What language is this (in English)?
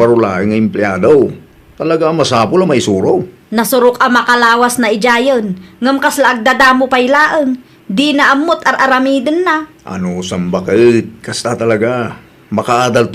Iloko